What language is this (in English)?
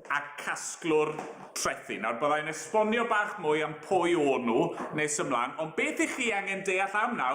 Welsh